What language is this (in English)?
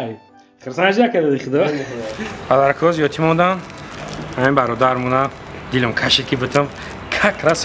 Tajik